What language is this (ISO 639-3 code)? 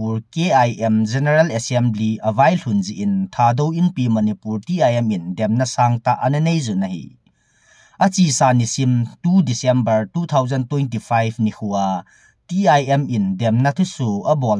tcz